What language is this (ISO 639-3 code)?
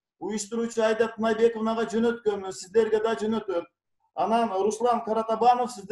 kir